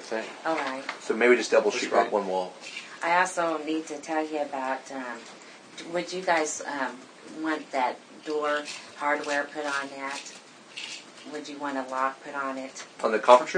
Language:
English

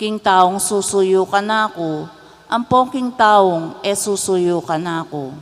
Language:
Pampanga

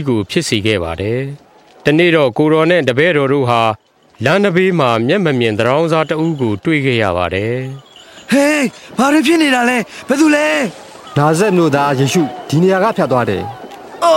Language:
Burmese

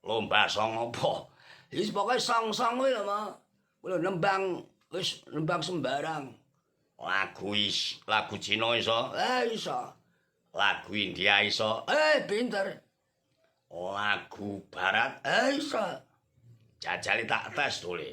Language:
Javanese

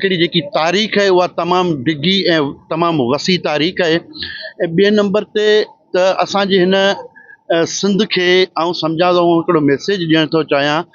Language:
Sindhi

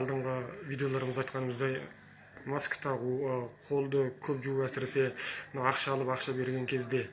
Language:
Kazakh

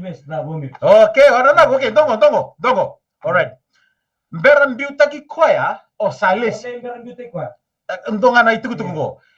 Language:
Fijian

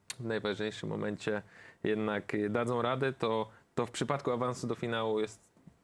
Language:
Polish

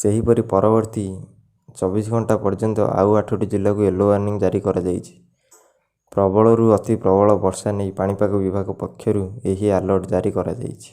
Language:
Odia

